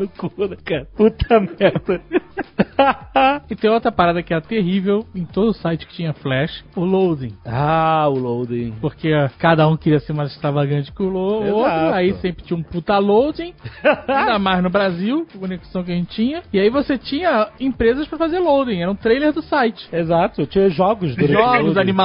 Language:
Portuguese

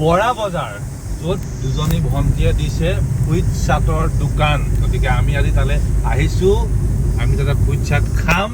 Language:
Assamese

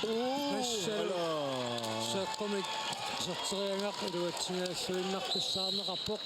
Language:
Kalaallisut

